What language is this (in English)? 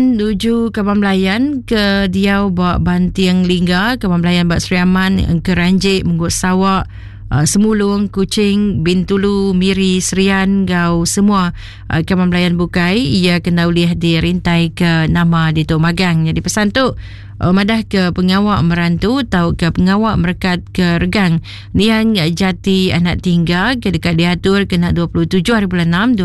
Iban